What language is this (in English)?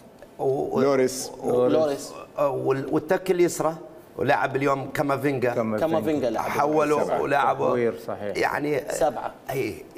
Mesopotamian Arabic